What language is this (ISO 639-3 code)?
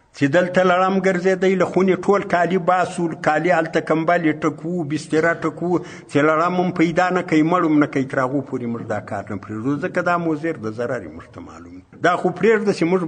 pus